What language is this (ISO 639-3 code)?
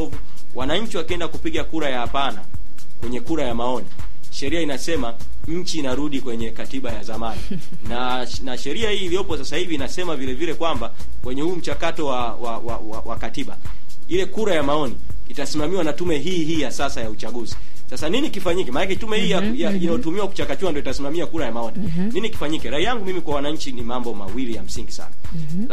swa